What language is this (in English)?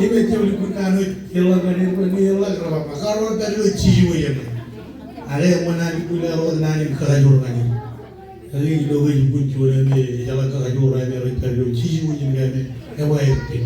Marshallese